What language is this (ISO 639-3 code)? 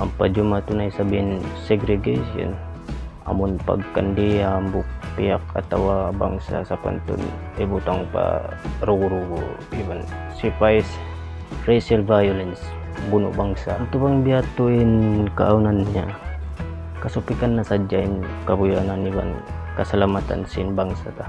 tsg